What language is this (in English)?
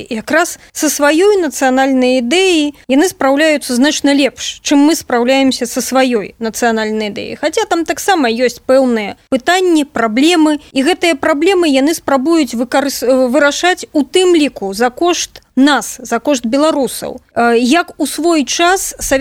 Belarusian